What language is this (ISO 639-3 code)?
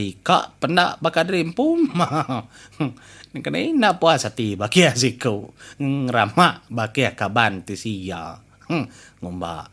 iba